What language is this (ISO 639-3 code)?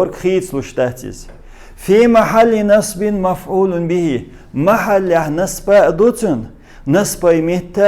che